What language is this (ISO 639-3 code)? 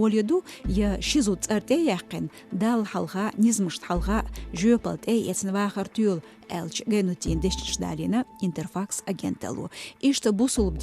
che